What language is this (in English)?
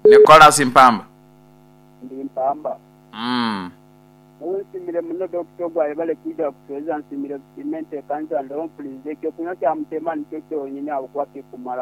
Nyankole